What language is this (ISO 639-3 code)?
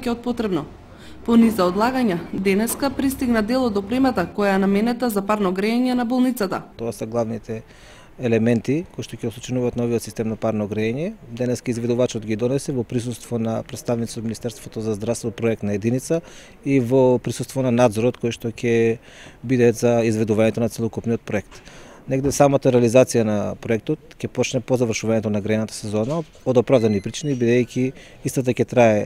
mkd